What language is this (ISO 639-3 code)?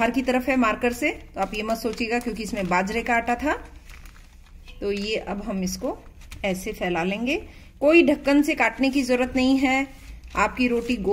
hin